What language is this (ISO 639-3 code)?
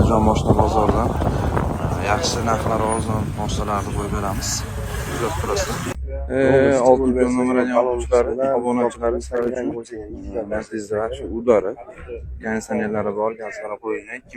uzb